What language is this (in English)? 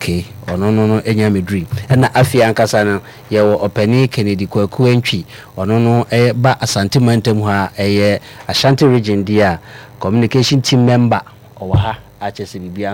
Akan